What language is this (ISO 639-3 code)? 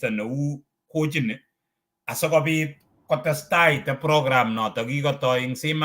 kln